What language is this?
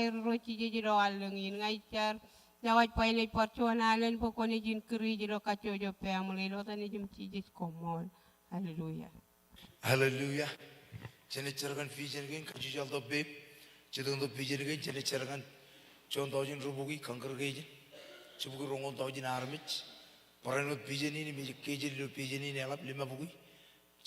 Marshallese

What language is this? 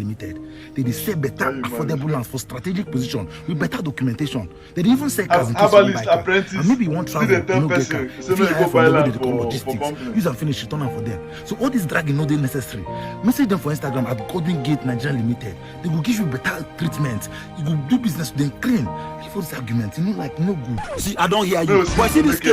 Nigerian Pidgin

